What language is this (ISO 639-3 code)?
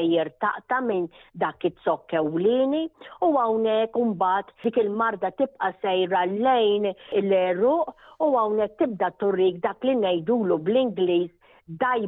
mlt